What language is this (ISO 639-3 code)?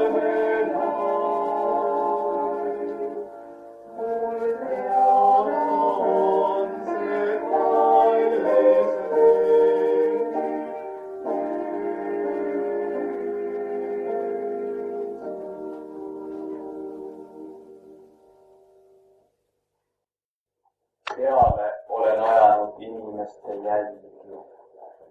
est